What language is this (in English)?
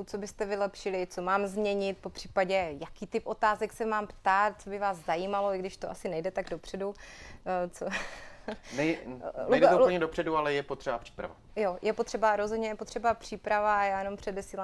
Czech